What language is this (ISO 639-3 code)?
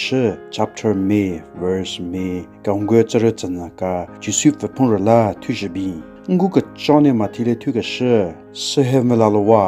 nre